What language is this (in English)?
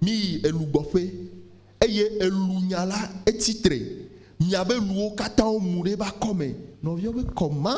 Ewe